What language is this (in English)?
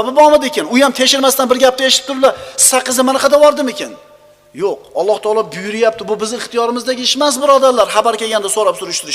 Uzbek